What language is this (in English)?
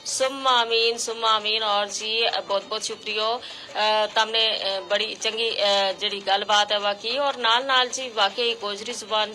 Gujari